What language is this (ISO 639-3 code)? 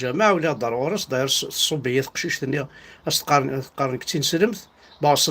kab